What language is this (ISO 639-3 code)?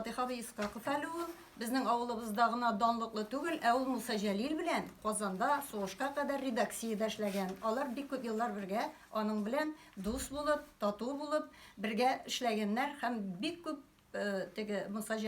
tat